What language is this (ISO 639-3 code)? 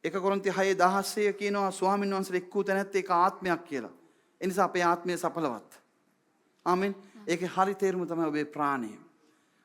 sin